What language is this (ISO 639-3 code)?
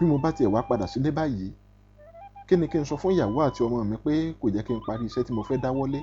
yor